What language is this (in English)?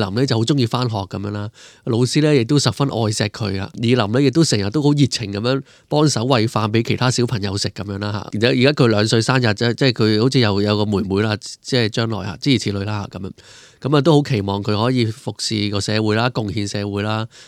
Cantonese